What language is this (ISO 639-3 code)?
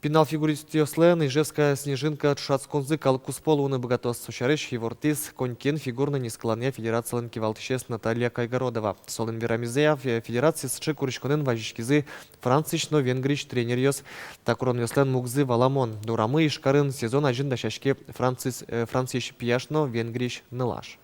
udm